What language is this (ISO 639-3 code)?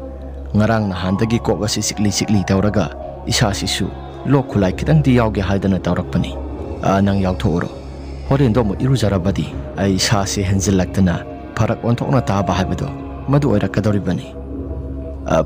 mni